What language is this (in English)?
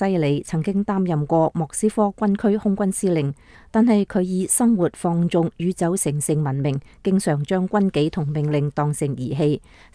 Cantonese